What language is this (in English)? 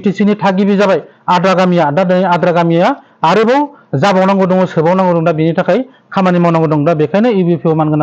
Bodo